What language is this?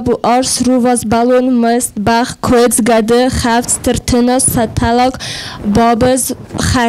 Ossetic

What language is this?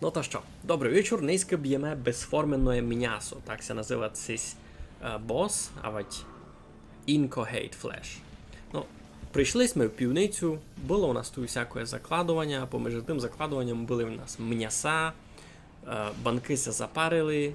Rusyn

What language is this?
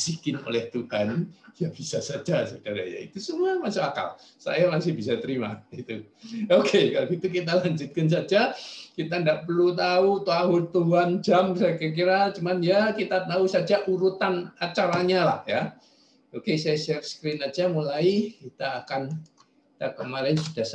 Indonesian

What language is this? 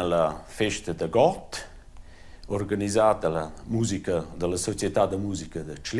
Romansh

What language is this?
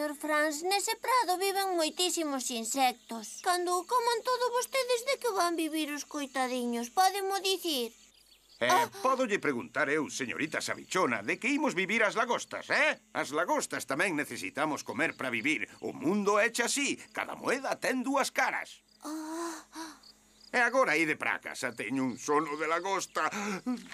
Galician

